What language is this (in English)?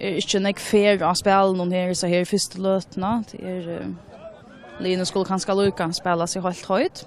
Faroese